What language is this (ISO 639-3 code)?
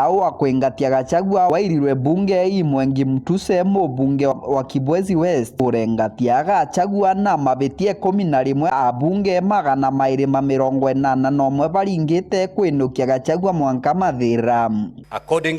mer